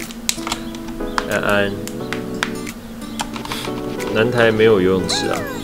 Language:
Chinese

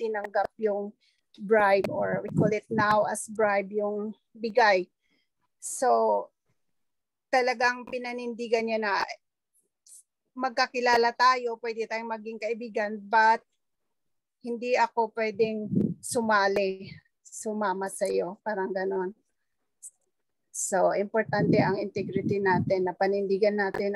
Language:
Filipino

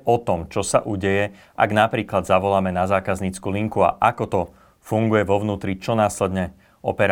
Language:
Slovak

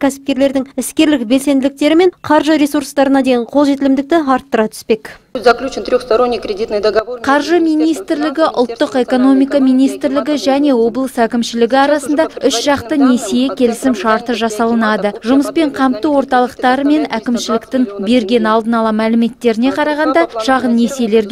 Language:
Kazakh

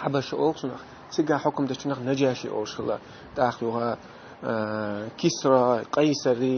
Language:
Chechen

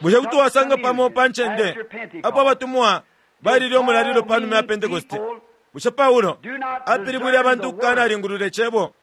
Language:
Bemba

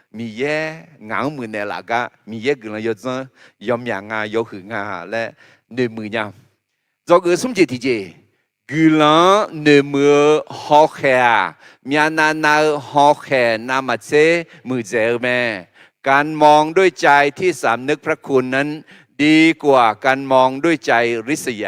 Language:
Akha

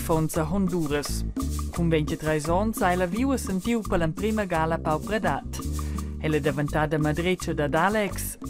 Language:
Romansh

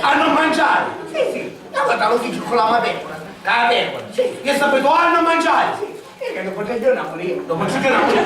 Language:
Sicilian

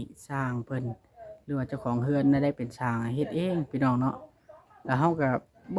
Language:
Lao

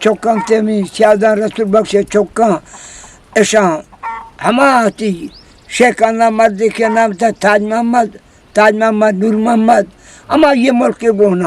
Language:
Eastern Balochi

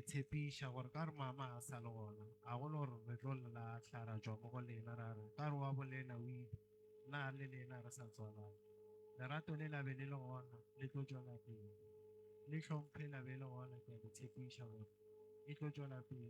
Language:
Northern Sotho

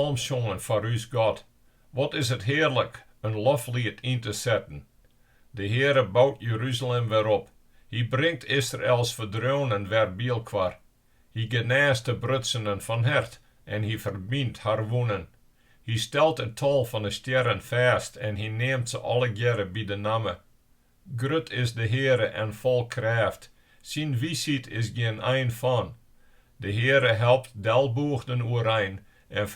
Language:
Western Frisian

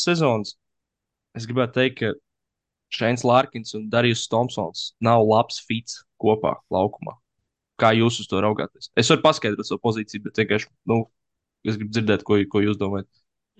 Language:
Latvian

